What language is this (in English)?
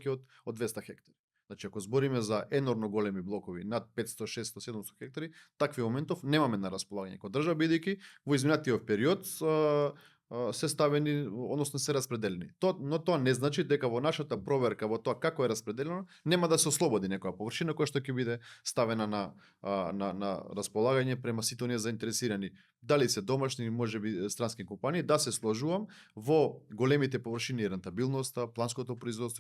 Macedonian